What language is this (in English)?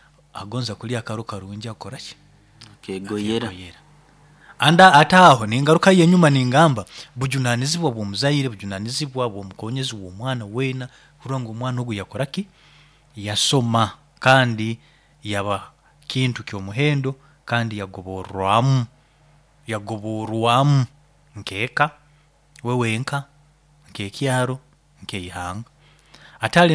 Nyoro